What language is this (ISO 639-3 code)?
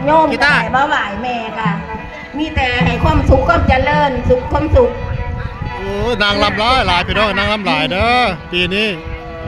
tts